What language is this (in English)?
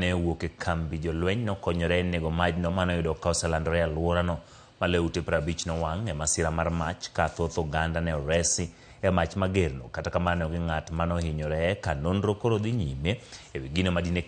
Luo (Kenya and Tanzania)